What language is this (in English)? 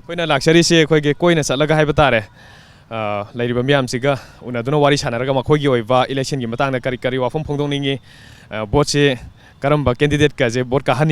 Manipuri